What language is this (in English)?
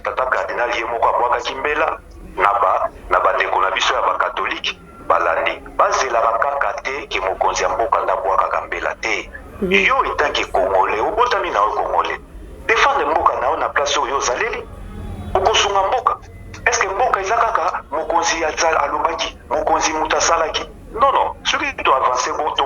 Lingala